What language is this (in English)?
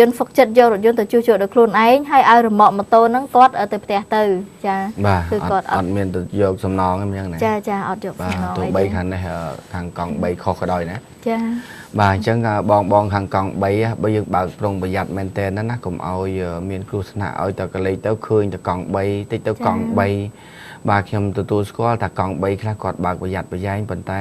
Khmer